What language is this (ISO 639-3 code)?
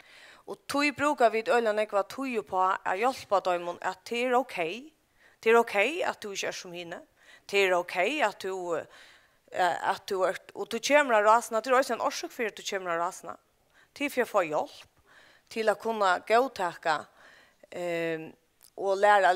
fao